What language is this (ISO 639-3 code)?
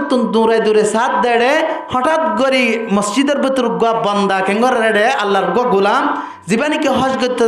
rhg